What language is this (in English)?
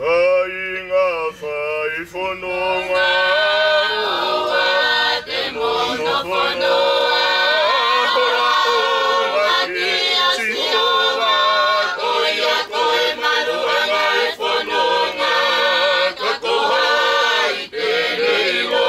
Tongan